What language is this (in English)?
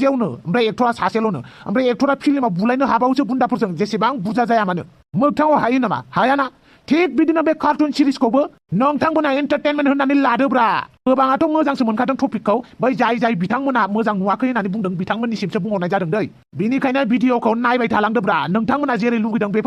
Bodo